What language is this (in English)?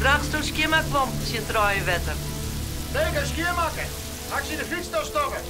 Western Frisian